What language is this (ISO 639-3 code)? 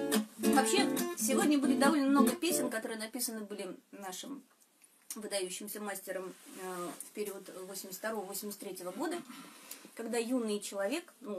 rus